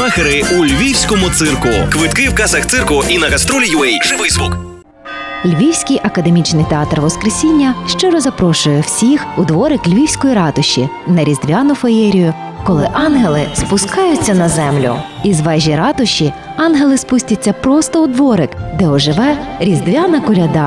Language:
Ukrainian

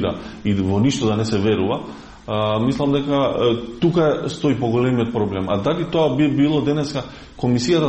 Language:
Macedonian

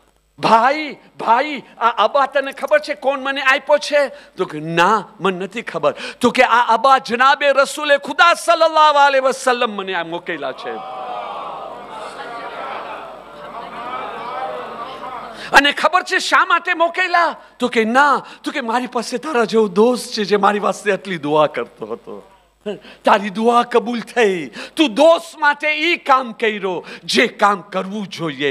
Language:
Gujarati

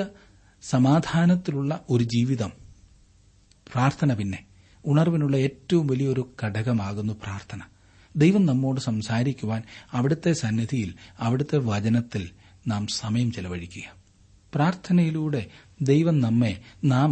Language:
Malayalam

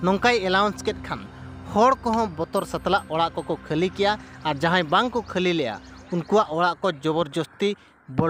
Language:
Santali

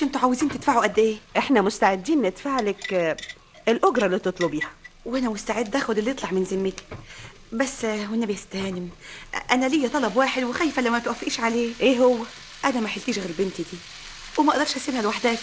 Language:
Egyptian Arabic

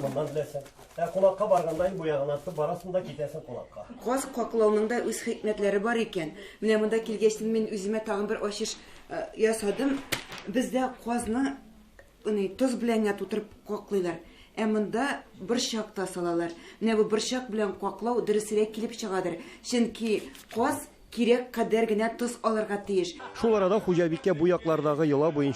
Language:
Tatar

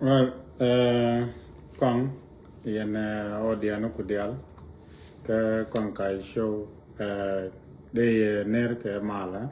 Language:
Nuer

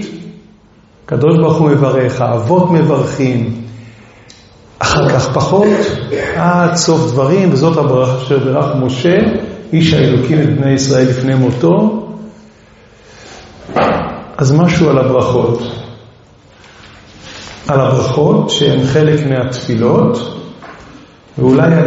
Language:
Hebrew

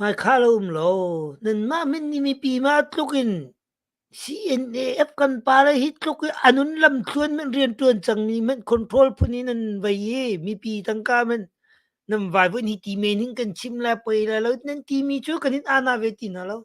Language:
Hakha Chin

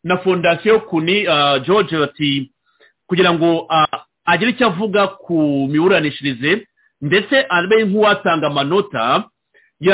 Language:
Kinyarwanda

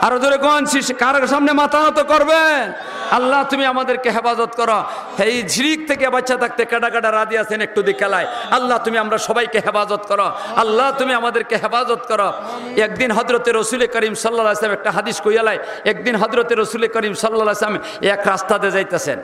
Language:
Sylheti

